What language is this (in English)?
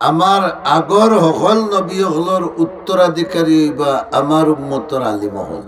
Sylheti